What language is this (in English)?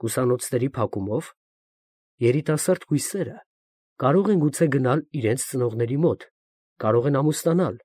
Armenian